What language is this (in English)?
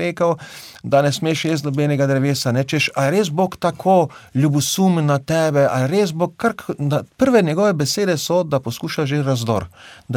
Slovenian